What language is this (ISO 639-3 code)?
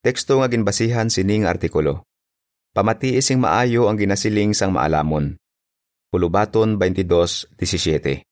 hil